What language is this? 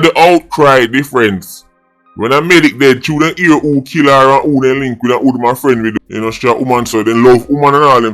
Jamaican Creole English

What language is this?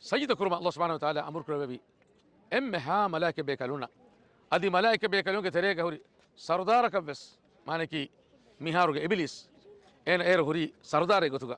Divehi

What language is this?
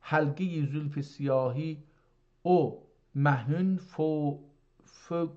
South Azerbaijani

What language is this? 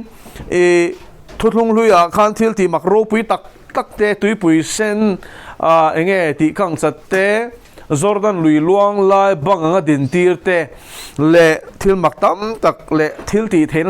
Mizo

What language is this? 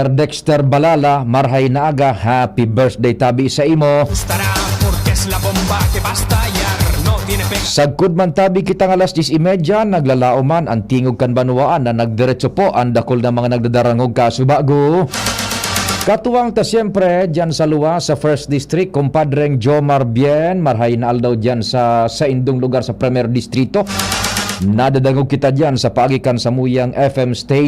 Bikol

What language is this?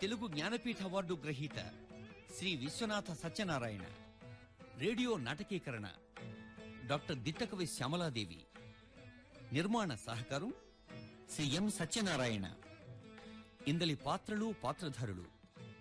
Telugu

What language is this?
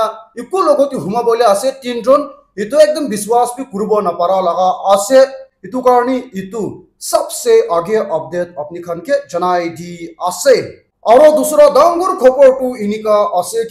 Naga Pidgin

